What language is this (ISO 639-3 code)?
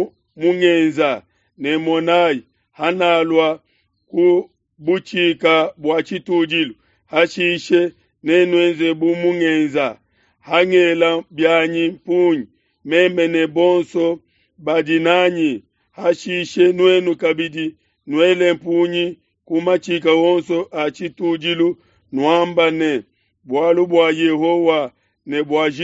lua